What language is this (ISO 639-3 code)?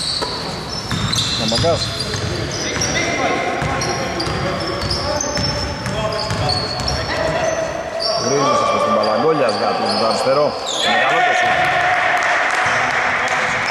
ell